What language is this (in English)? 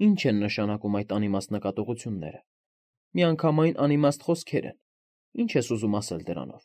Armenian